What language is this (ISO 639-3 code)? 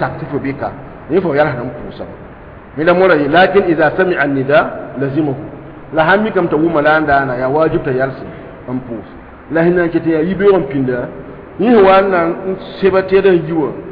mos